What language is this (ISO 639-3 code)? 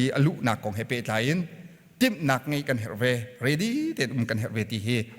cnh